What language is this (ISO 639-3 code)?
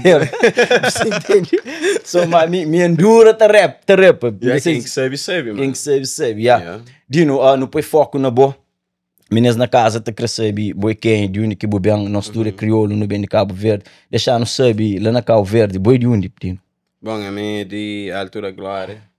kea